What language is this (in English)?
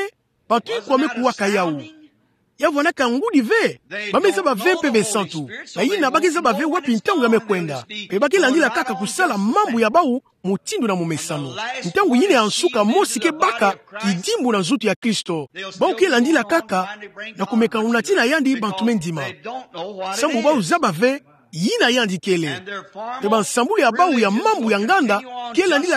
Kituba (Democratic Republic of Congo)